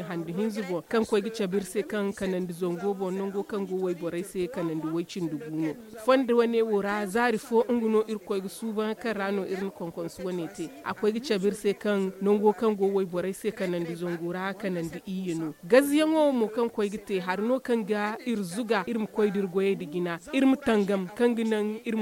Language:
Zarma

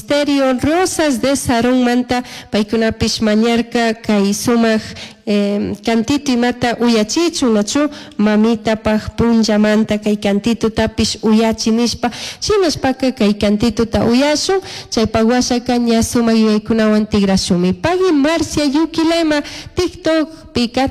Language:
Chimborazo Highland Quichua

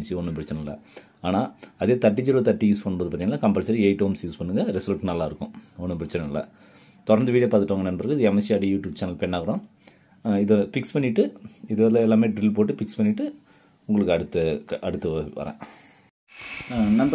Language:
Tamil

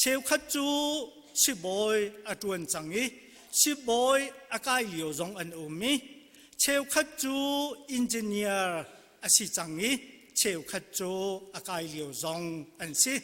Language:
Hakha Chin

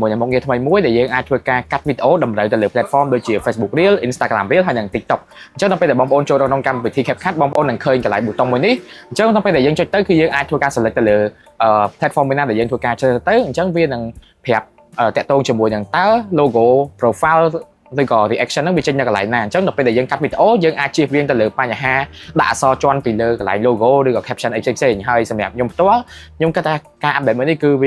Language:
Khmer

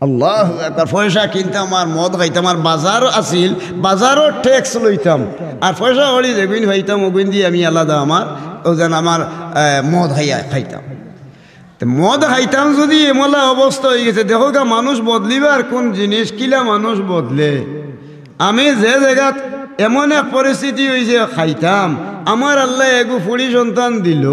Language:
Sylheti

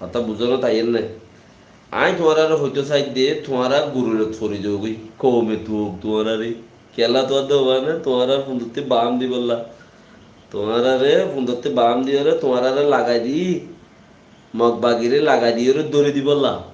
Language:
Rohingya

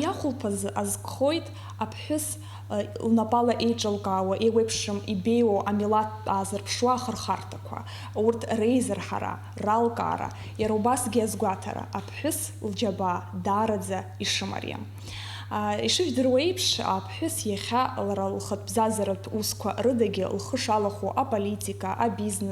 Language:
Abkhazian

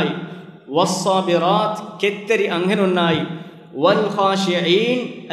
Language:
Divehi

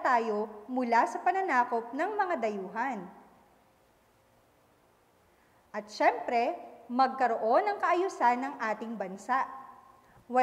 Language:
Filipino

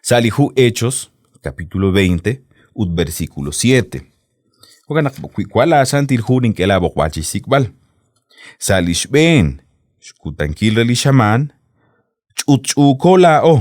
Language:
Kekchí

